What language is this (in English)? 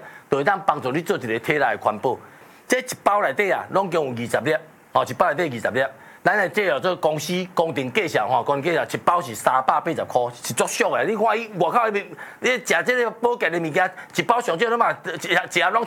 Min Nan Chinese